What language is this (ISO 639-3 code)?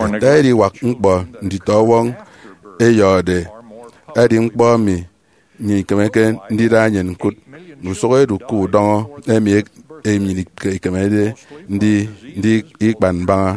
efi